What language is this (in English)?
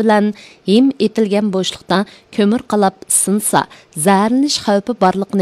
Uyghur